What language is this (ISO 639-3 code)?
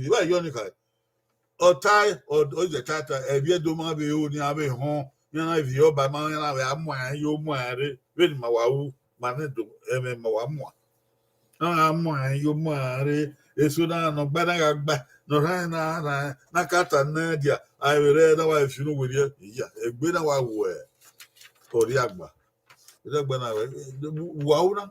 bin